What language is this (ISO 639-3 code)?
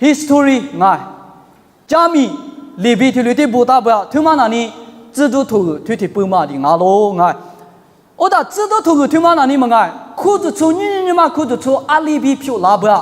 lis